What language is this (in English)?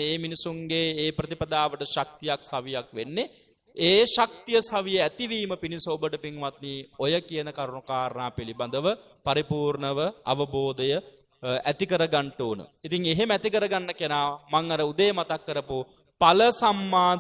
Sinhala